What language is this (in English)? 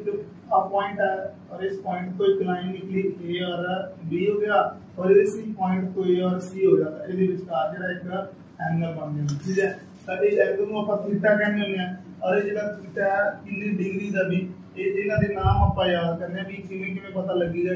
Punjabi